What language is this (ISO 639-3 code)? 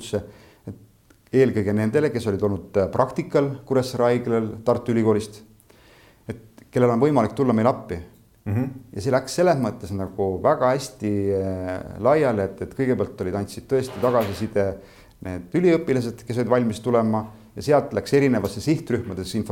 est